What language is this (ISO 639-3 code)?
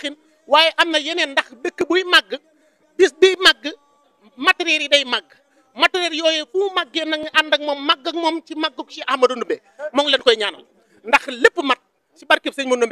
wol